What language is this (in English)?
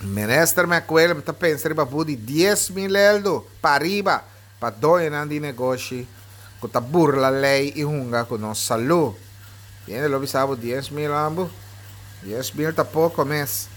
Papiamento